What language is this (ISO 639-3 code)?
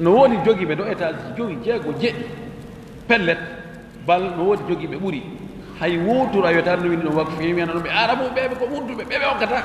ful